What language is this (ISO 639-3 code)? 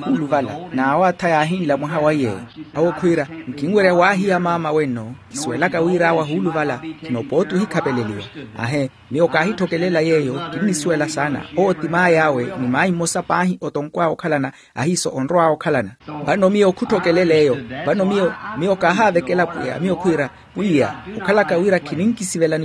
vmw